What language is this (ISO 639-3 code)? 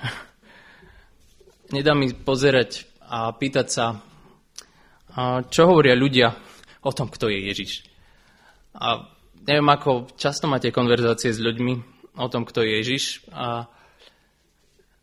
slk